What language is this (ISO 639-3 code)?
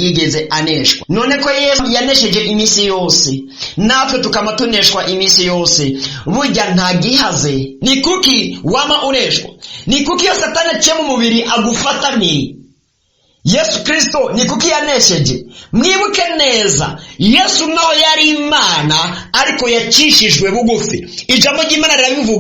run